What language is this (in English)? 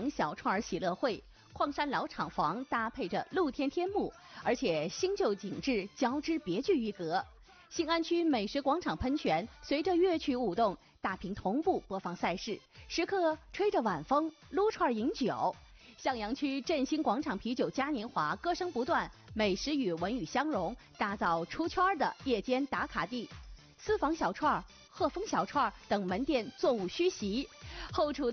Chinese